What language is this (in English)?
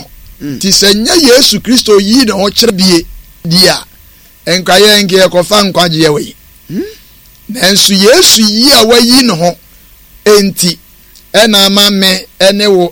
Akan